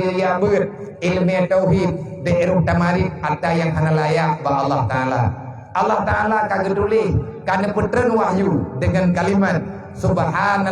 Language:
Achinese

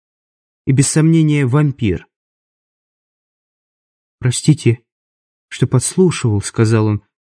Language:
Russian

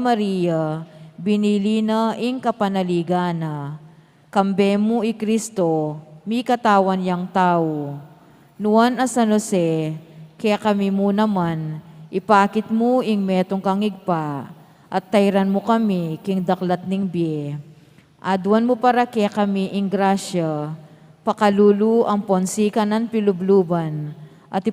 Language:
Pampanga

